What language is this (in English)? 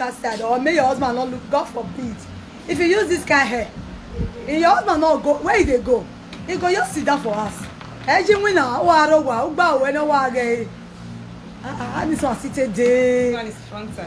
Nigerian Pidgin